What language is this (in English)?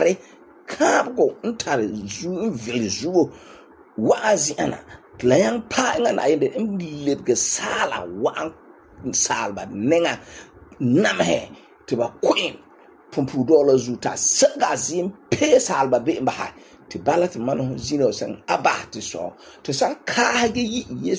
Frafra